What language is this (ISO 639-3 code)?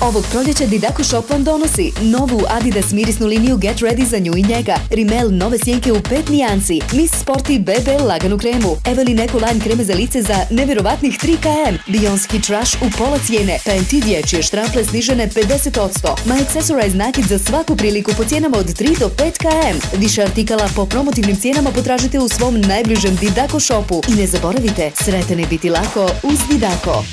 srp